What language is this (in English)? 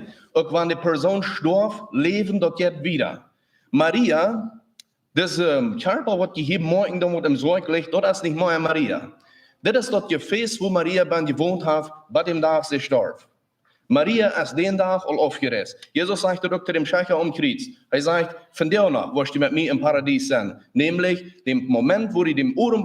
Plautdietsch